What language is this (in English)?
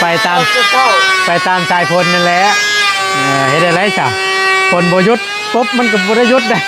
Northeastern Thai